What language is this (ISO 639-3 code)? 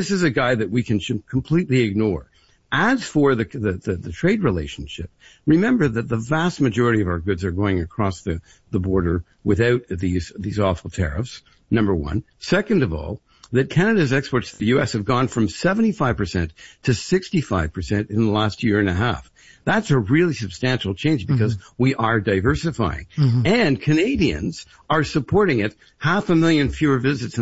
eng